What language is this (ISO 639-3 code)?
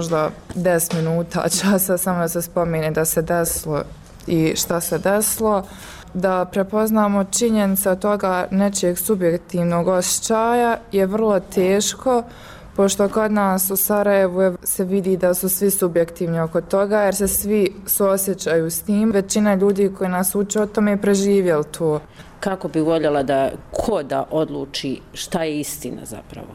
bos